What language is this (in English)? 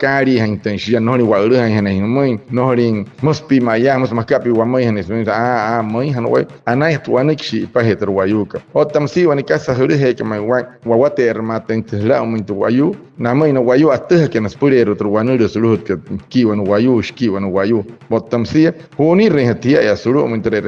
Wayuu